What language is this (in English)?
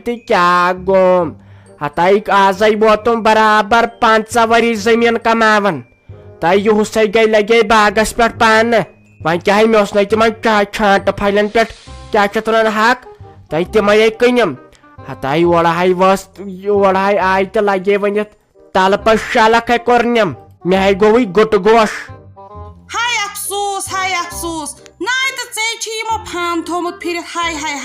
Kashmiri